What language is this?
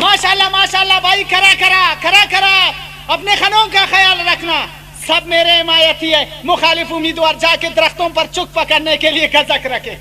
Brahui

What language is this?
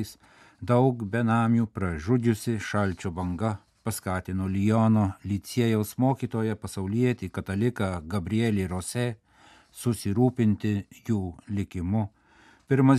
Lithuanian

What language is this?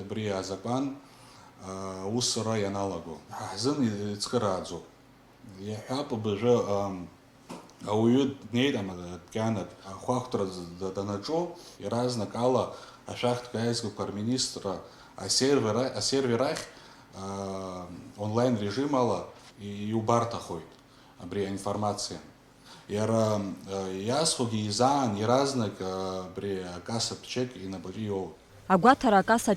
Abkhazian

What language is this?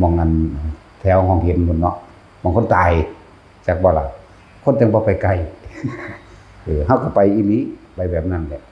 Lao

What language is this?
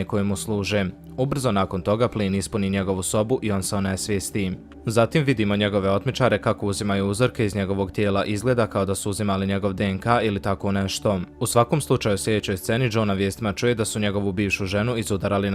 Bosnian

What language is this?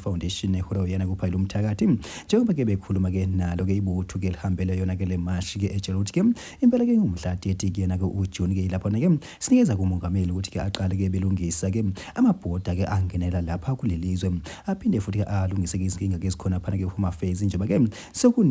Zulu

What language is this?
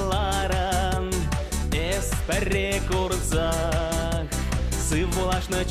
Chuvash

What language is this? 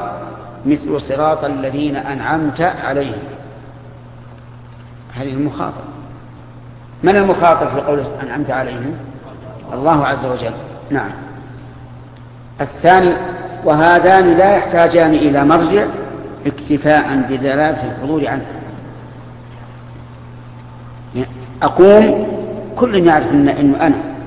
Arabic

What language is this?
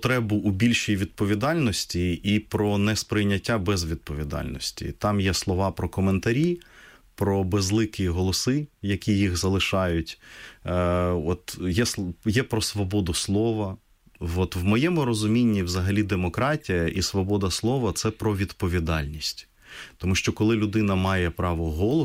Ukrainian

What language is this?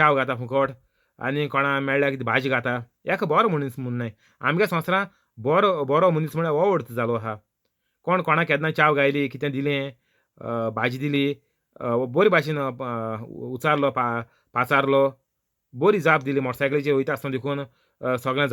Konkani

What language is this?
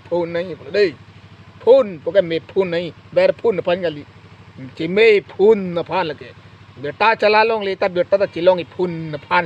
Karbi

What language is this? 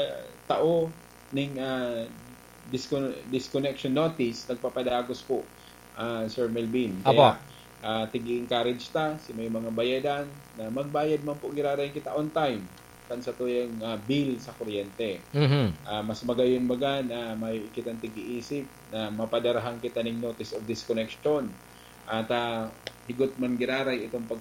Bikol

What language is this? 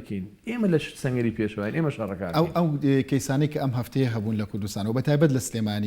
Central Kurdish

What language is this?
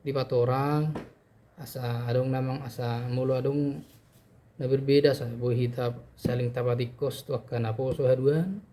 Batak Toba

